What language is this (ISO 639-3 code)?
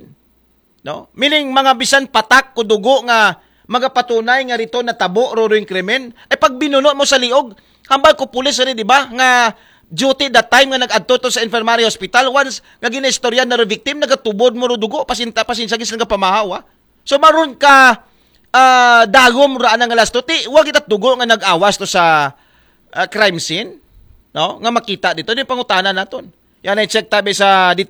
akl